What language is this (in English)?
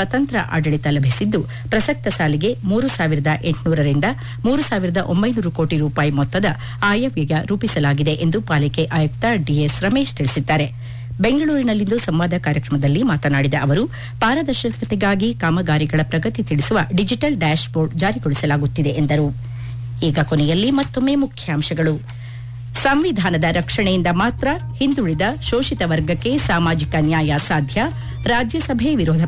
Kannada